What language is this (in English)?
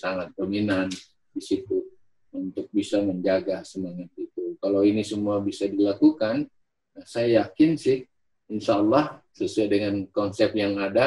Indonesian